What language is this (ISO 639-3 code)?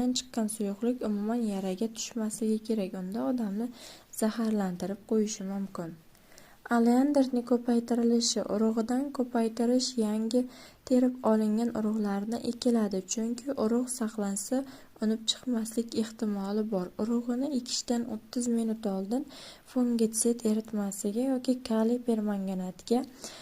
uzb